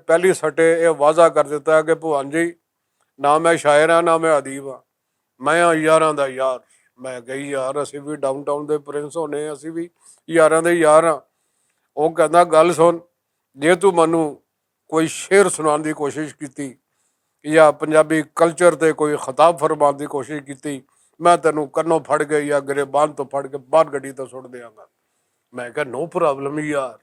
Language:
Western Panjabi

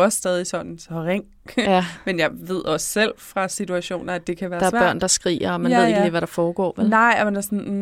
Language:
Danish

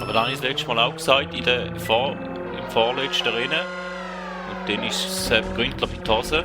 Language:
Swiss German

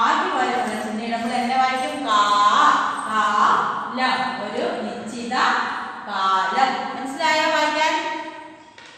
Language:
Malayalam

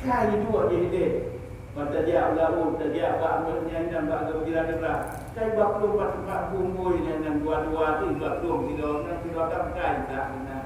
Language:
Achinese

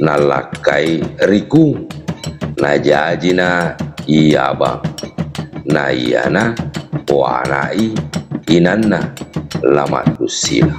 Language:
Buginese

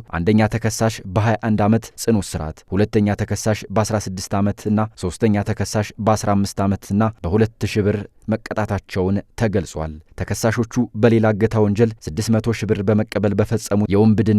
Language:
Amharic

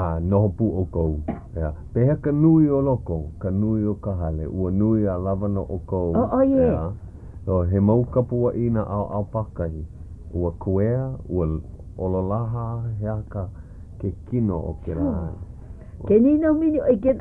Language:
Hawaiian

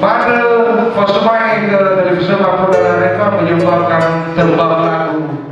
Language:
Nias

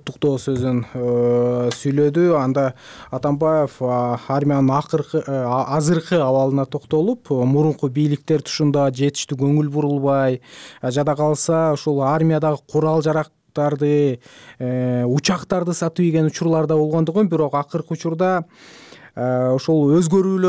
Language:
Kyrgyz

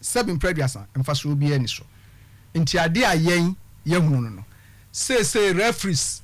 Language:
Akan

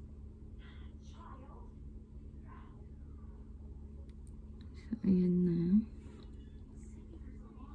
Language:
Filipino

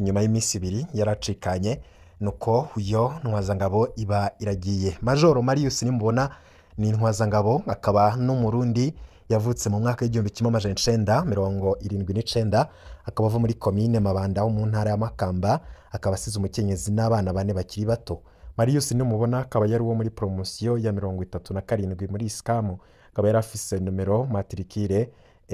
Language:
Rundi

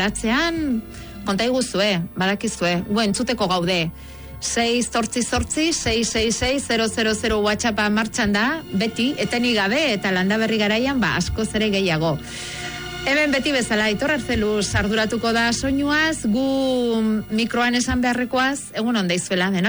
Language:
Basque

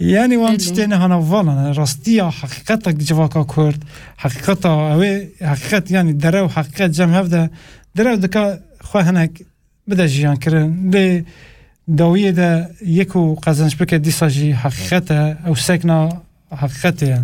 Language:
Kurdish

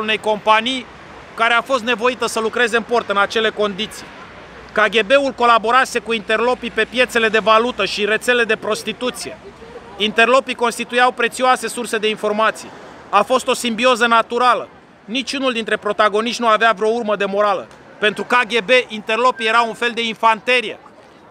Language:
Romanian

